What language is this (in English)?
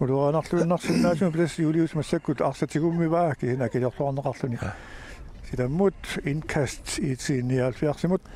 Kalaallisut